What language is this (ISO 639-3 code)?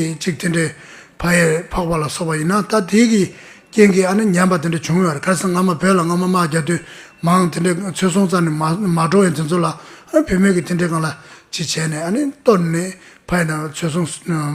bod